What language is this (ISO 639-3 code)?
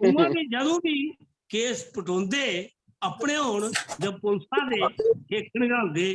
doi